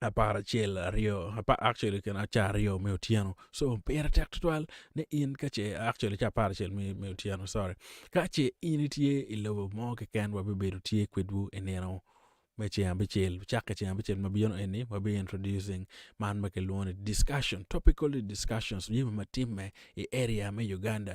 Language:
Acoli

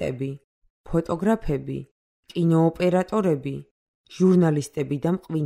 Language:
Georgian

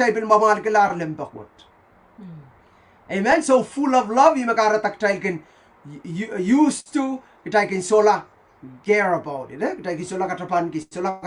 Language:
Pohnpeian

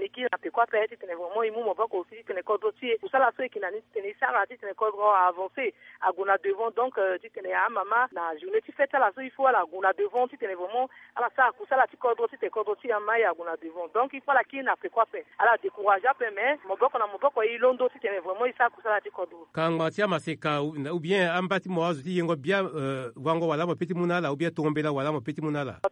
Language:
Sango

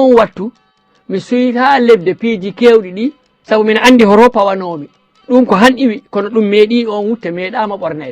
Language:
Fula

